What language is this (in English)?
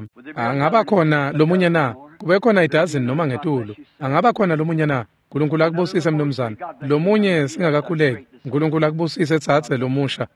Swati